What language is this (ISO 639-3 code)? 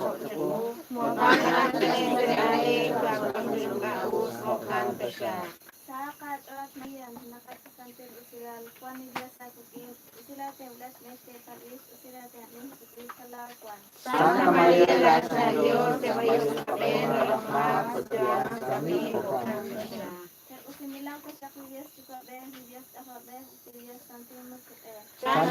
kek